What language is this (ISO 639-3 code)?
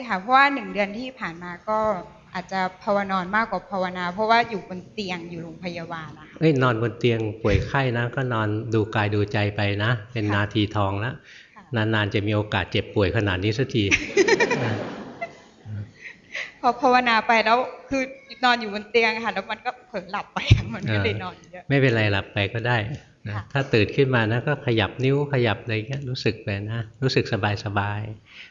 tha